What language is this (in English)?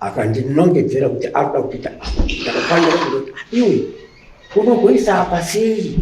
Shona